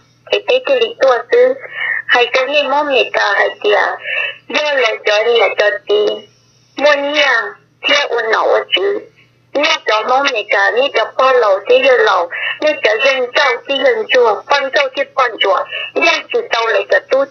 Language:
Hmong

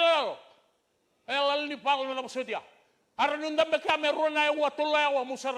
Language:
Fijian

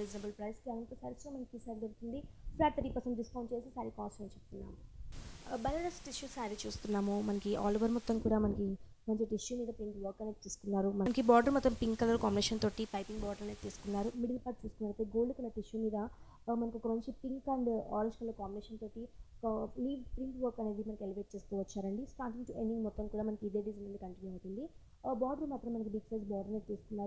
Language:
Telugu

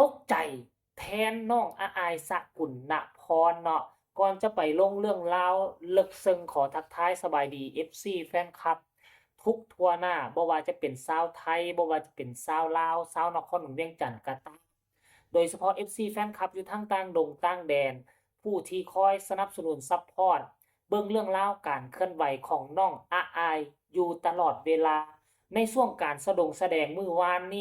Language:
Northeastern Thai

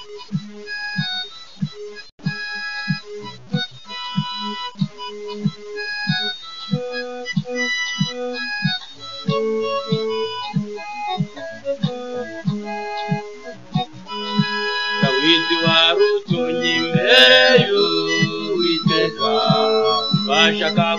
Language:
Kinyarwanda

